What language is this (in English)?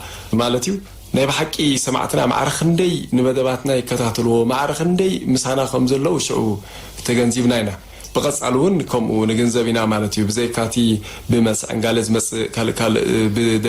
Tigrinya